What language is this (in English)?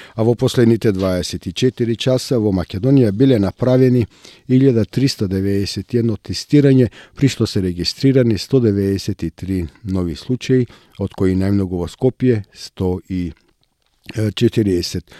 Macedonian